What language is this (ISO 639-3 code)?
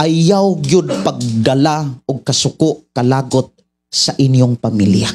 ceb